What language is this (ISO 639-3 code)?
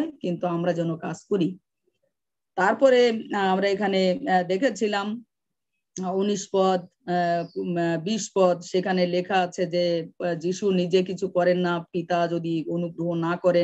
ben